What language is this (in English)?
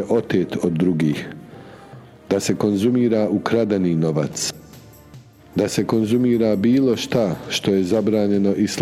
Bosnian